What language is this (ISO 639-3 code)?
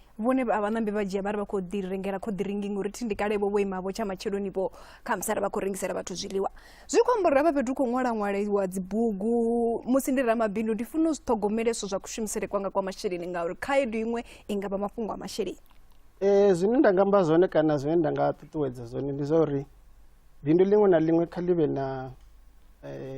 ven